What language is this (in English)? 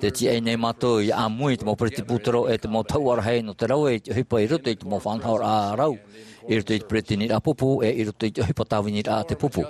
Tahitian